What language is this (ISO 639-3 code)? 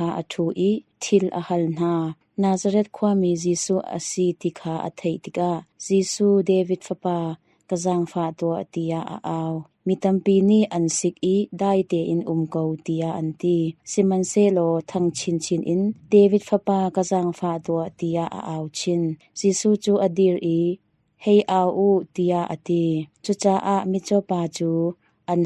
cnh